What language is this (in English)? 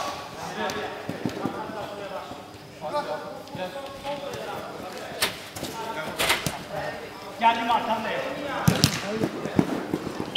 Turkish